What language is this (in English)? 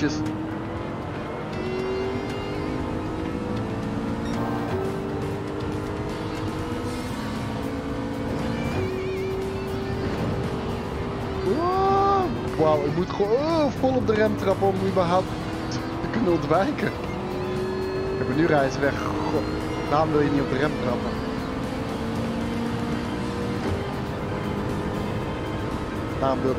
Dutch